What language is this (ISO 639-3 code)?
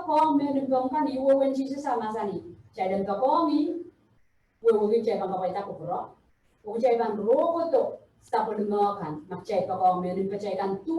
pon